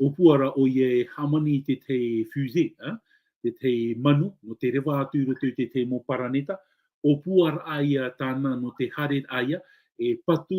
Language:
Tahitian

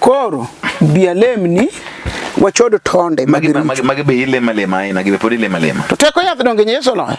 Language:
Luo (Kenya and Tanzania)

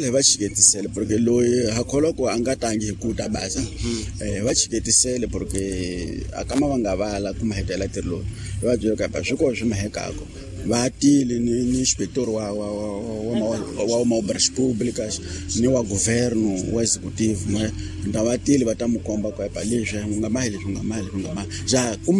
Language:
Tsonga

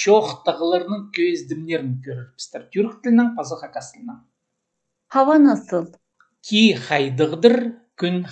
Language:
Khakas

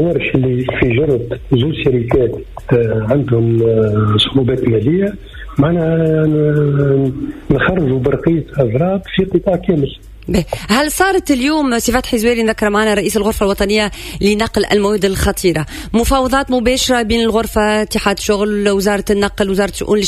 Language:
Tunisian Arabic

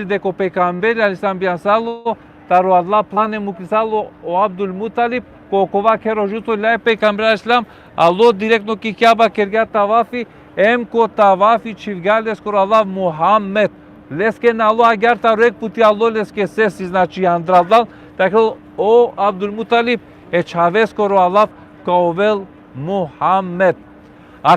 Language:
Balkan Romani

